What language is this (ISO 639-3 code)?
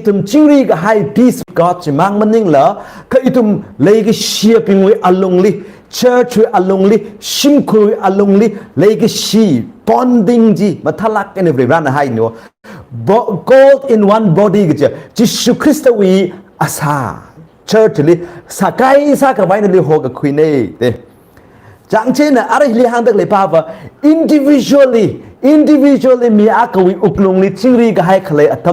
nmf